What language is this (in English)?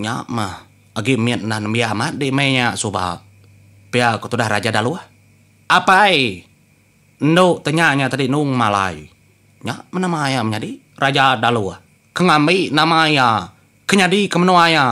Iban